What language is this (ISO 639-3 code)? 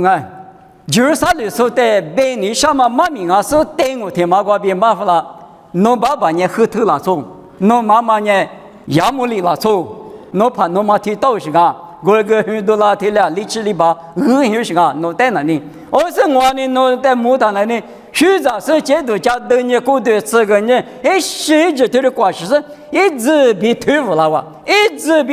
lis